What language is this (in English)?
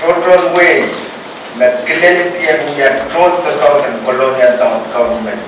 Pohnpeian